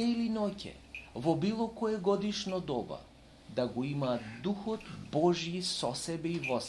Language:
Macedonian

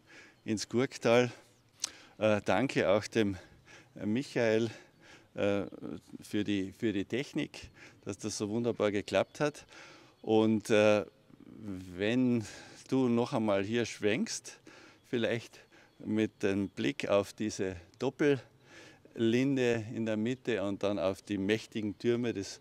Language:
German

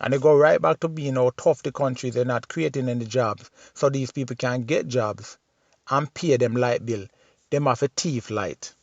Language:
Jamaican Creole English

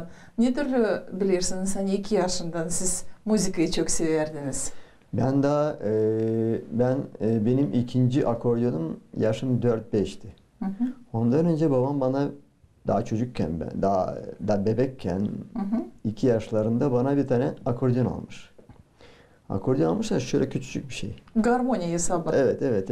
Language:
Gagauz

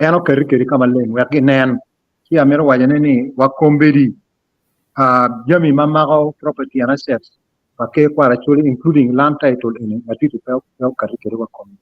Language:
Acoli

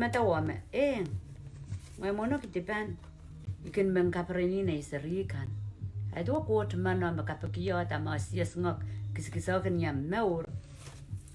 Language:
Pohnpeian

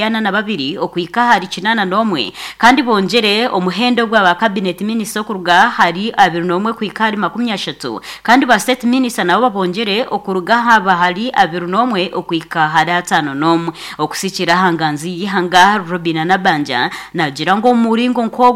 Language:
Nyankole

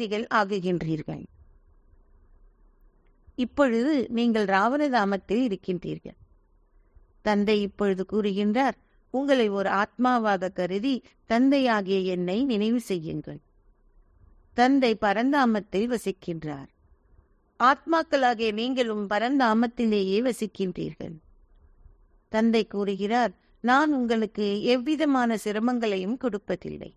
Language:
Tamil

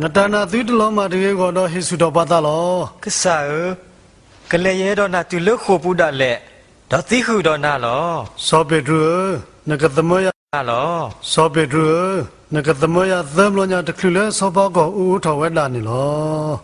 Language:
S'gaw Karen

